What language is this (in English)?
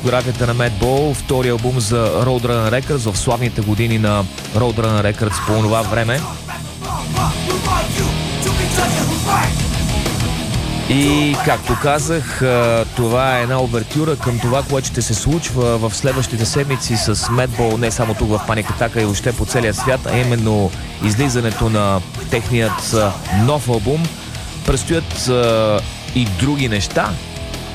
Bulgarian